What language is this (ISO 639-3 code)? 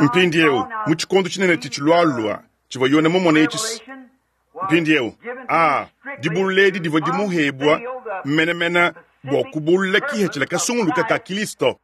lua